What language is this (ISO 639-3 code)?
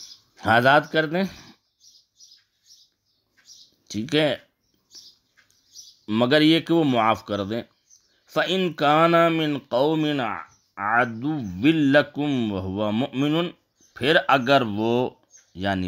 urd